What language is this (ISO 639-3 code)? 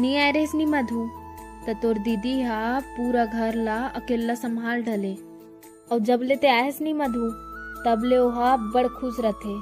hne